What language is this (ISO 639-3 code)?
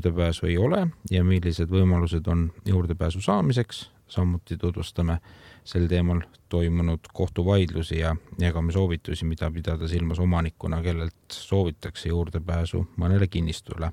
est